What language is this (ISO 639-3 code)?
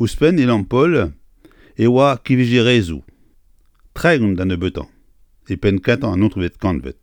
bre